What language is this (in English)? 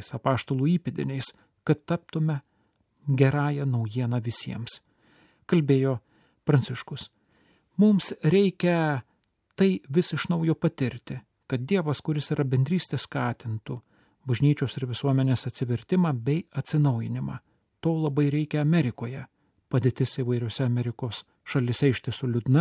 Lithuanian